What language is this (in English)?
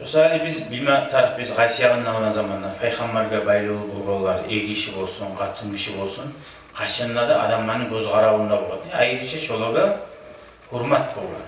Kumyk